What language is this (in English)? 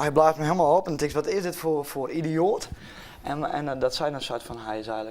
Western Frisian